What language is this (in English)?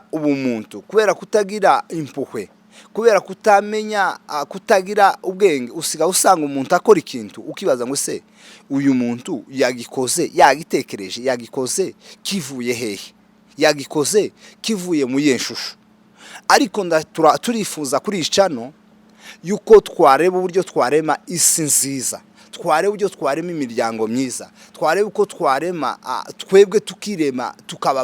Kinyarwanda